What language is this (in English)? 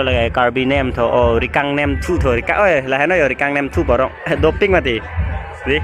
Karbi